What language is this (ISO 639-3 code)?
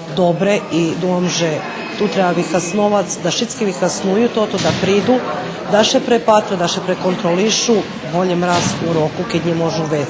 rue